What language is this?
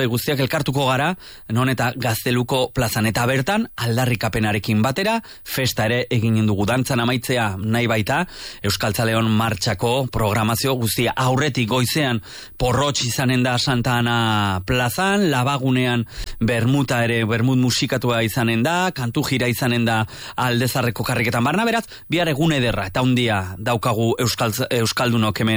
Basque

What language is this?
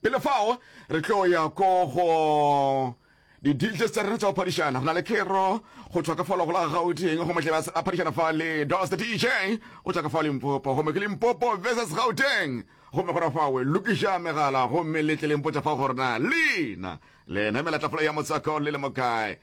Northern Sotho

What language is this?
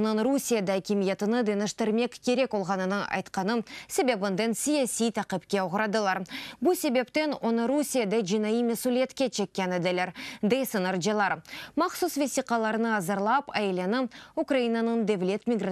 Crimean Tatar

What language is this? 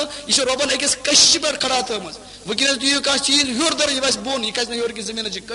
Kashmiri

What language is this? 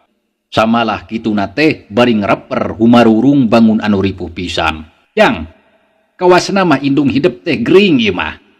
Sundanese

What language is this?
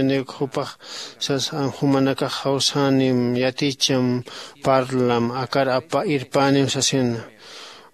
Aymara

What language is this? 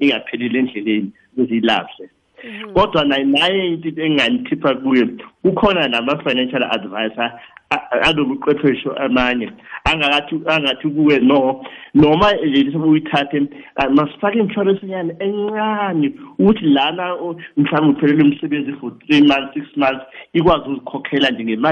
South Ndebele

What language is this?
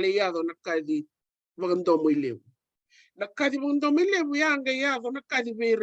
Fijian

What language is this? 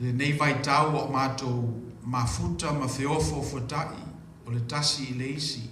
Samoan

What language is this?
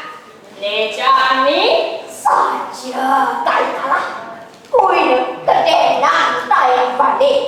Balinese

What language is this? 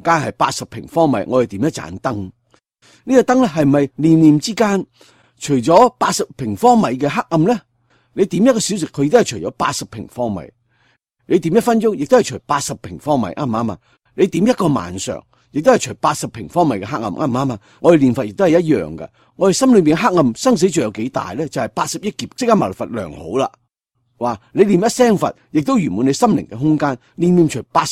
Cantonese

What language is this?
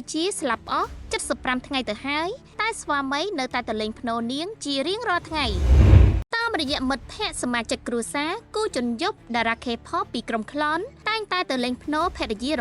Khmer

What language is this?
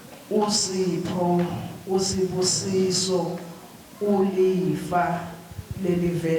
Swati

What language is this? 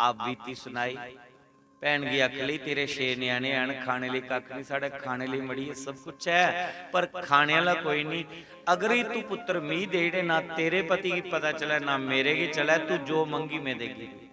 Dogri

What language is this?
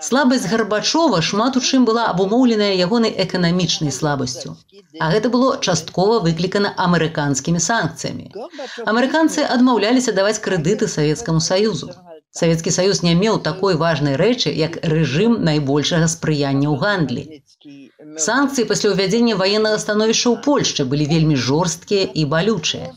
Belarusian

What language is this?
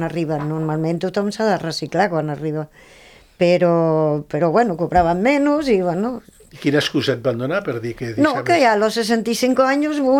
Catalan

